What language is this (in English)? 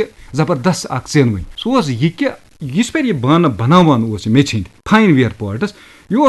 Kashmiri